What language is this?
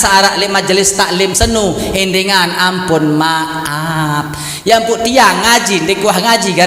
Sasak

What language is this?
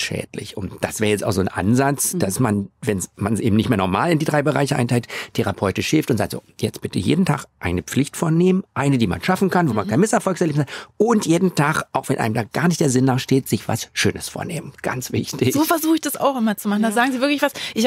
German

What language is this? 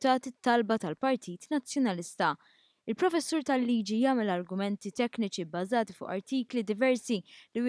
Maltese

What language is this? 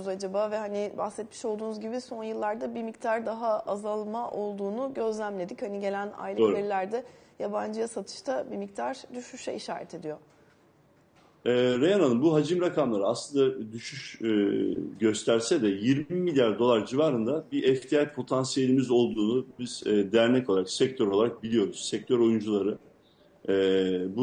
Turkish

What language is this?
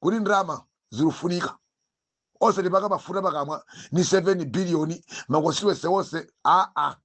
Nyanja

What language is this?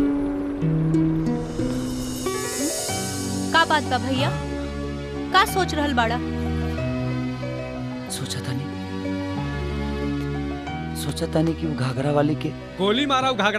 Bhojpuri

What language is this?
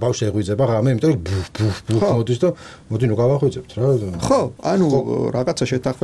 Georgian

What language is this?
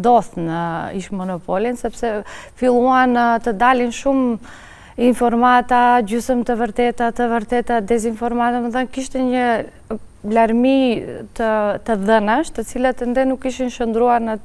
Albanian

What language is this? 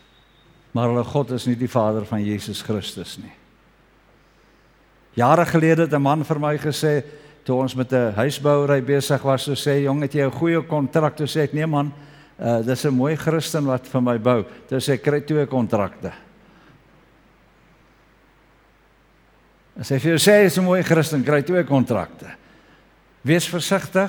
Afrikaans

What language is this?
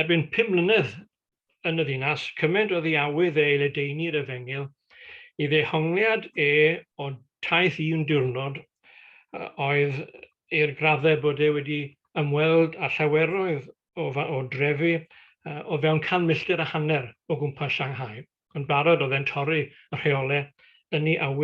Welsh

